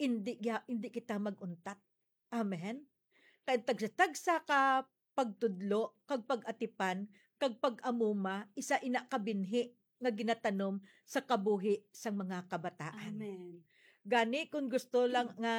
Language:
Hiligaynon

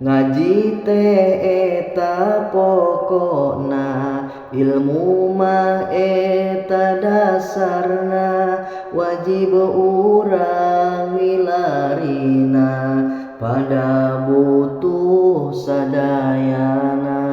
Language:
Sundanese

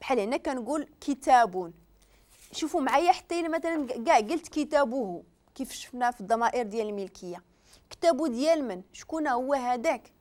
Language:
Moroccan Arabic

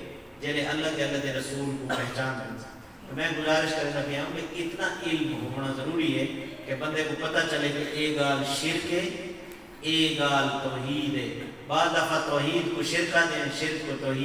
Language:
Saraiki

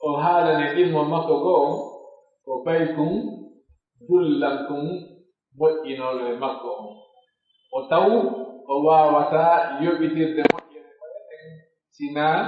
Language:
Pular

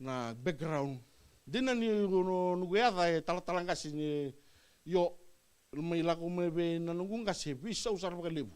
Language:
Fijian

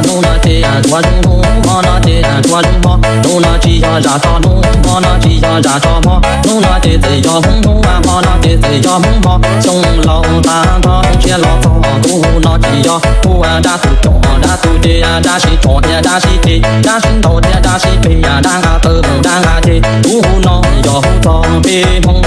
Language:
Hmong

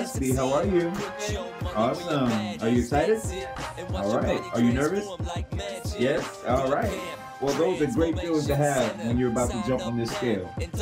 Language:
English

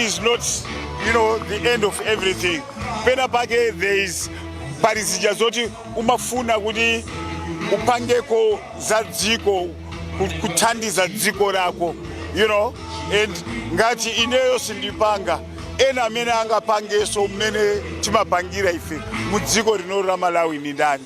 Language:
Nyanja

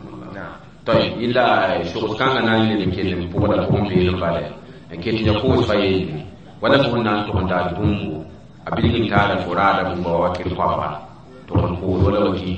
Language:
Mossi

